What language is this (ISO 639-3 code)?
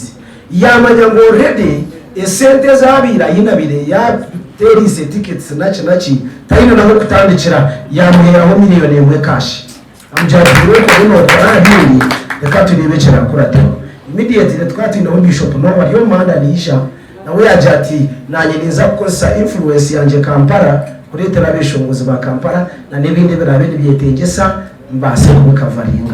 nyn